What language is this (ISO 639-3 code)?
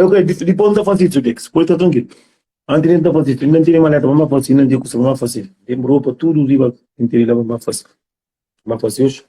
kea